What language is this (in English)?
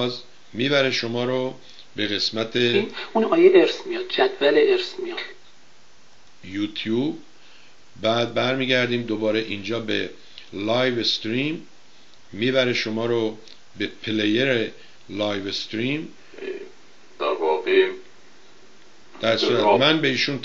Persian